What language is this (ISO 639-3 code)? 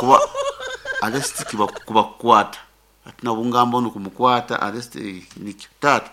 nyn